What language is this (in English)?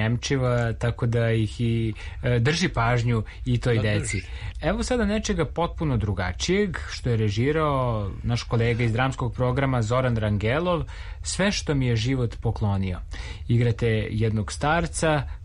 Serbian